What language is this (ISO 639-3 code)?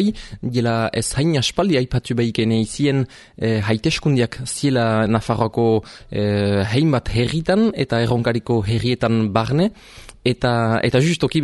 eus